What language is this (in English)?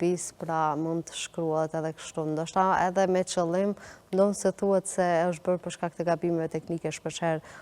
Albanian